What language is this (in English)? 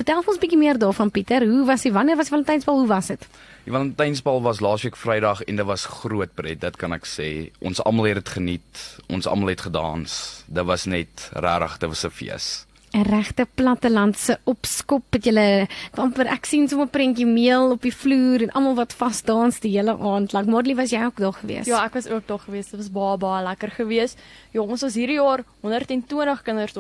Afrikaans